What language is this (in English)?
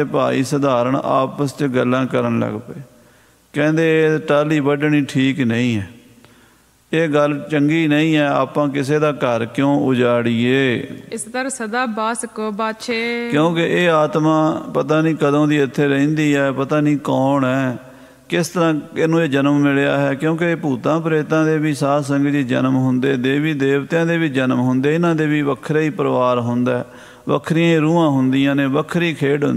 Punjabi